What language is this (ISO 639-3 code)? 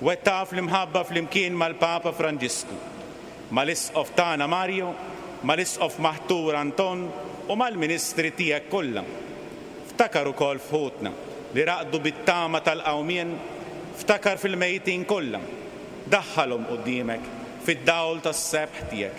mlt